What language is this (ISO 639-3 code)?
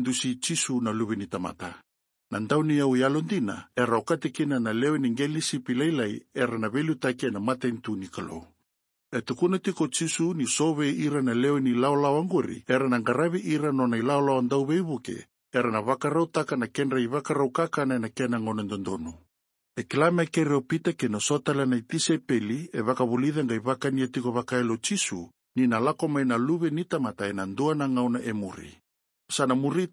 fij